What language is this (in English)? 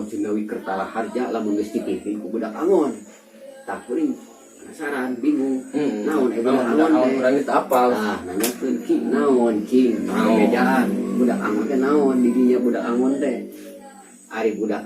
Sundanese